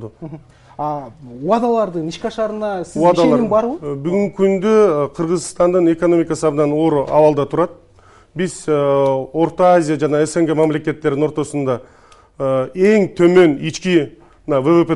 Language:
Kyrgyz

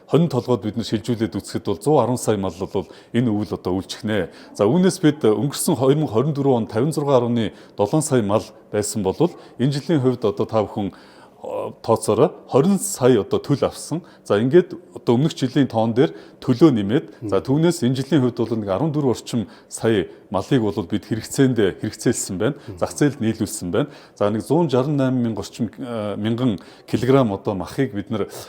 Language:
Mongolian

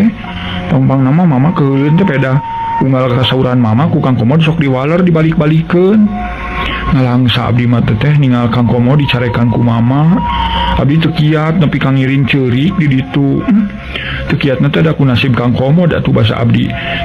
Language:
Sundanese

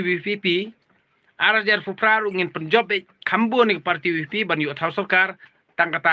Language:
Khasi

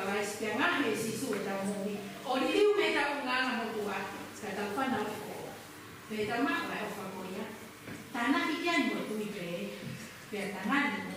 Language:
Tongan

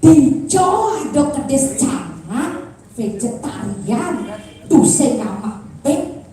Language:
Balinese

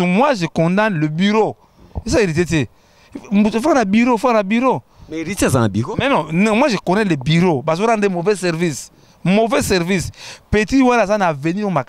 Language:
Lingala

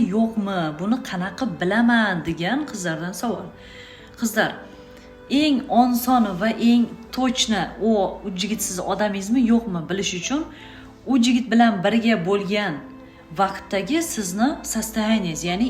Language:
Uzbek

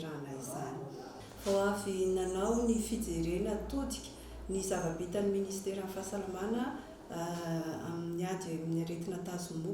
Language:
Malagasy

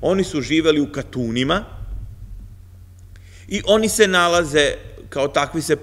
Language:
Serbian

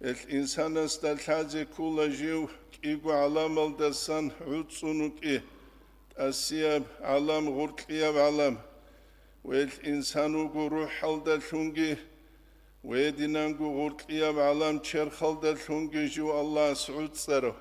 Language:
Avaric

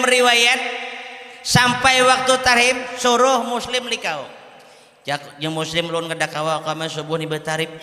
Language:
Banjar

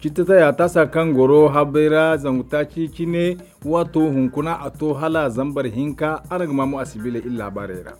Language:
Zarma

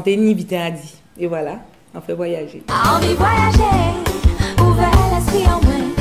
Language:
Guadeloupean Creole French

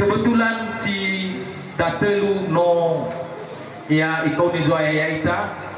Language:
Nias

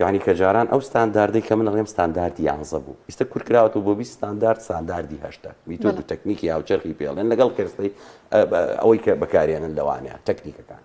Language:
Central Kurdish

